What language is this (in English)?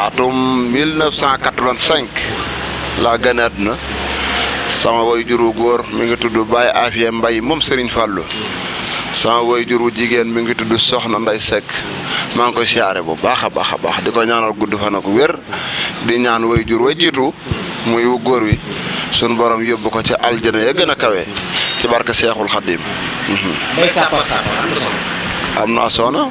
Wolof